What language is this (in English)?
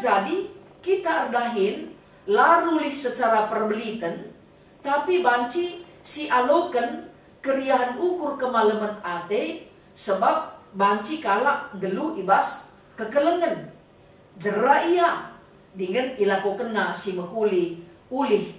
Batak Karo